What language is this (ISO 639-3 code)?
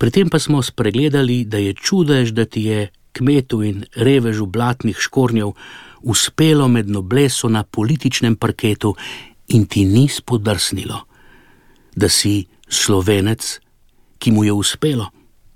slv